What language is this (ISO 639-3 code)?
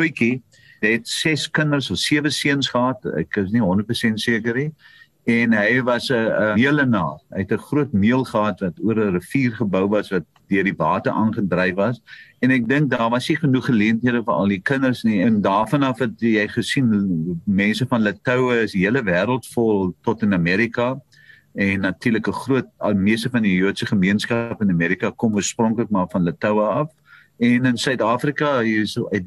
afr